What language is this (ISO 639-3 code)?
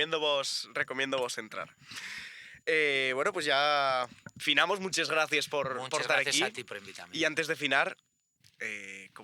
ast